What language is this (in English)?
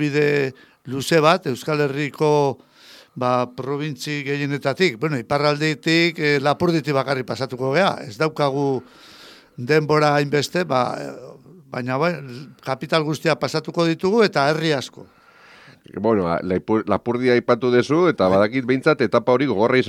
Basque